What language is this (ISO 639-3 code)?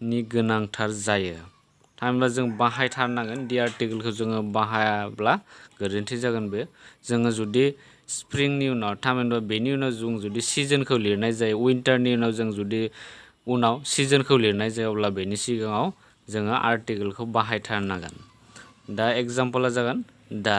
brx